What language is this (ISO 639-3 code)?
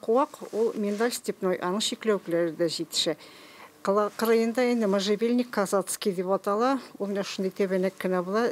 tat